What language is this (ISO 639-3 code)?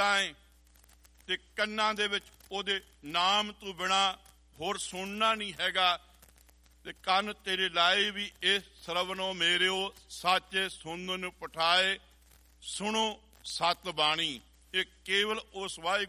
pan